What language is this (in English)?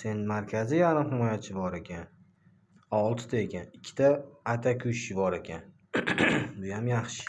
Uzbek